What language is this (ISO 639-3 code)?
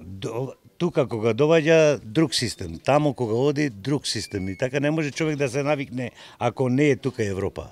mkd